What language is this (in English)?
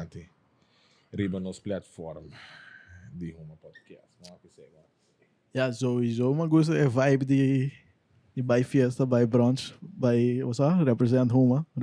Papiamento